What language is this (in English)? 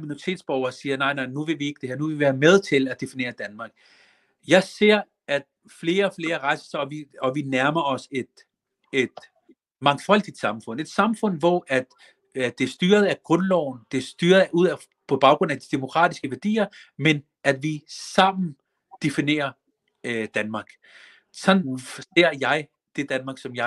Danish